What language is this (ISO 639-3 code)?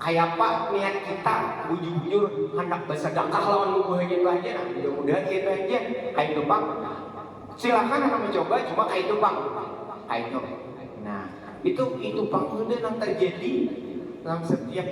bjn